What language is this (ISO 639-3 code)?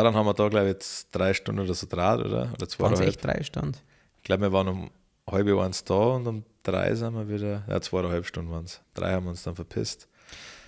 bar